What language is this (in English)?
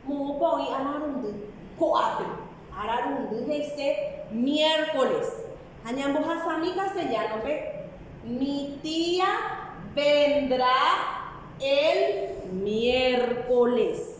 Guarani